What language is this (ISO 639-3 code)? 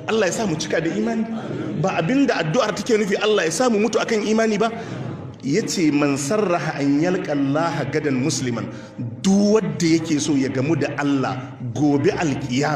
hau